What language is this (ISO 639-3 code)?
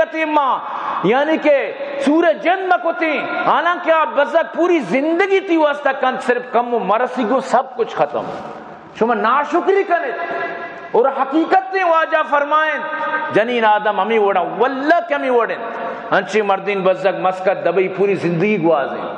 bal